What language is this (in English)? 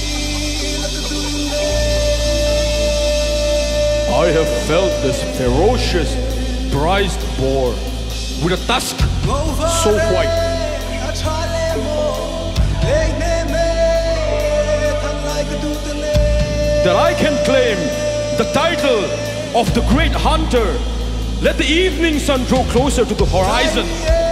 English